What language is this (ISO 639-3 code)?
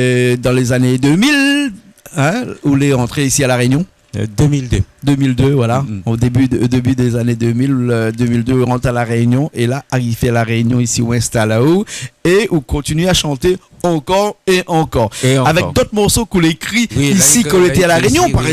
rcf